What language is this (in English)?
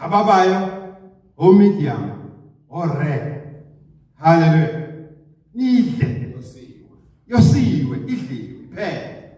Zulu